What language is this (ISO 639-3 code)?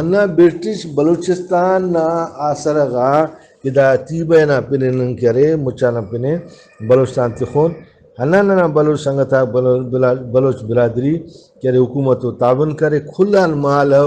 brh